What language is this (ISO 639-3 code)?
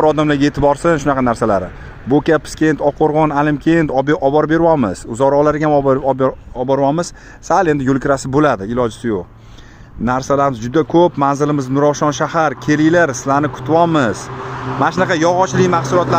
uzb